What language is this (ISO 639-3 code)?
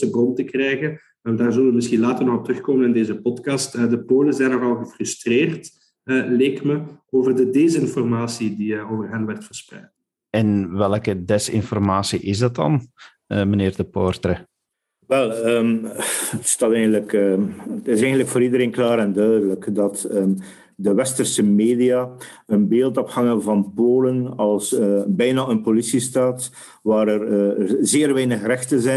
nld